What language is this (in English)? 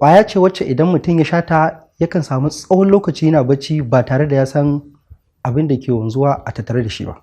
Hausa